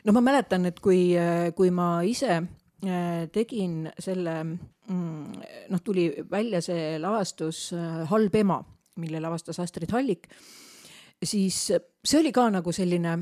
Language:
Estonian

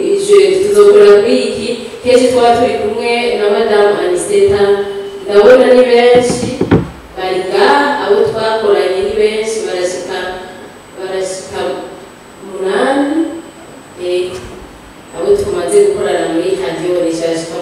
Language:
Rundi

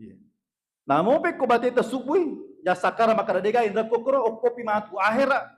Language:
Buginese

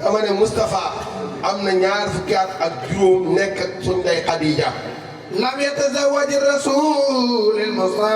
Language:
Wolof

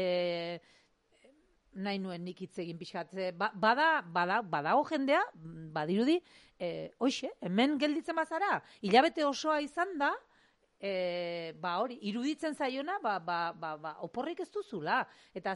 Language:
Basque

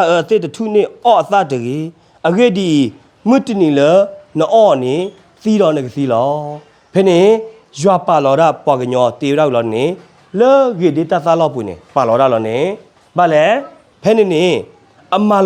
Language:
S'gaw Karen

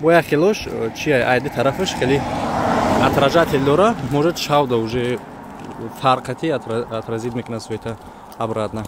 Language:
Tajik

